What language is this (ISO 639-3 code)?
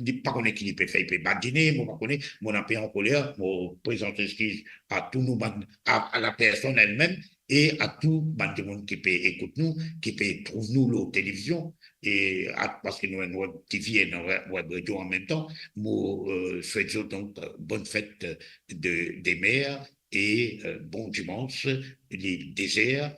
mfe